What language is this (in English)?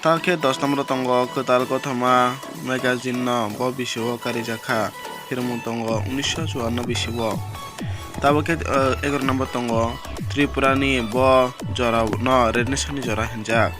Kok Borok